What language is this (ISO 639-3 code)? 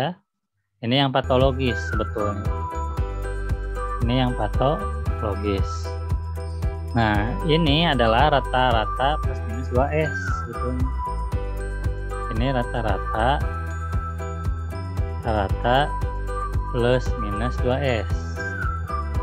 ind